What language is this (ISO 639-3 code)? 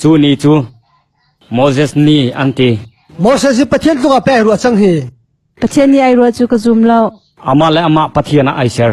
cnh